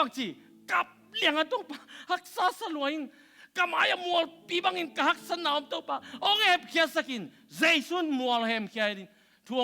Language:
Tedim Chin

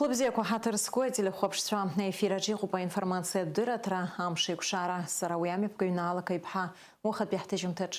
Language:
Abkhazian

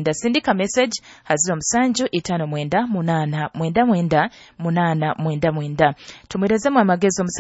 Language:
Nyoro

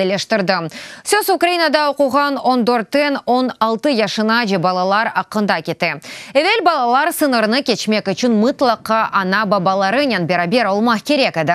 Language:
Crimean Tatar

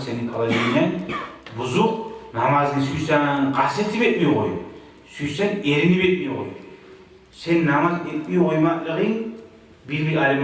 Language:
Kumyk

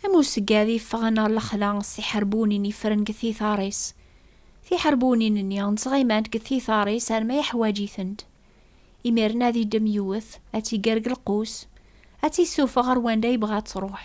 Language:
Kabyle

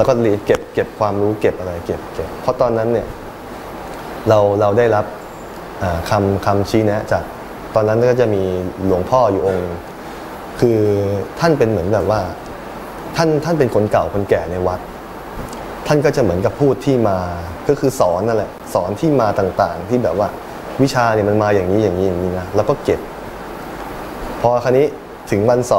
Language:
Thai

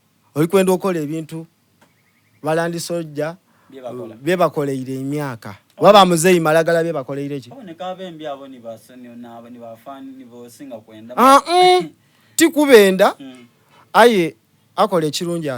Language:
Soga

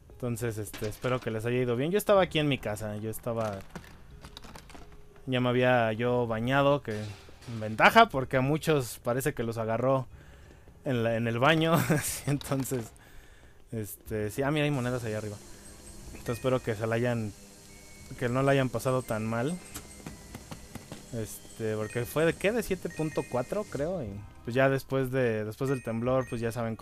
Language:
Spanish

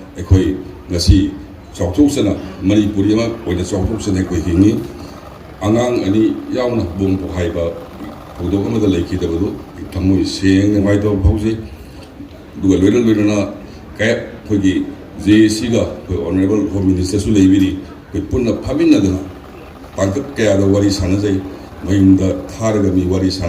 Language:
Manipuri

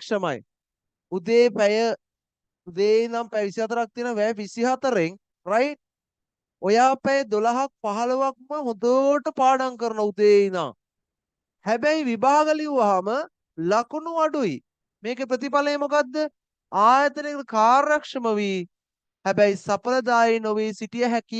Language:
Sinhala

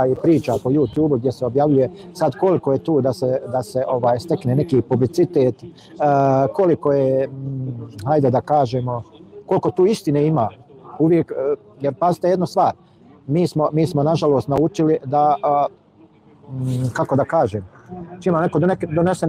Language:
Bosnian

